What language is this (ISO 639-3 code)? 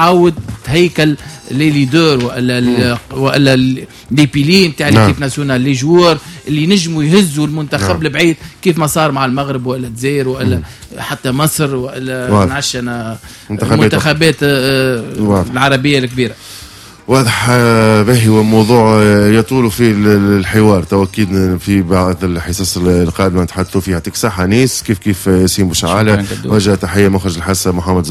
aeb